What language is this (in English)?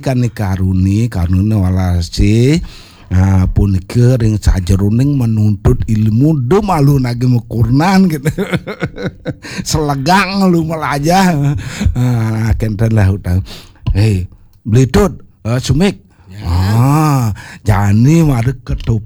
Balinese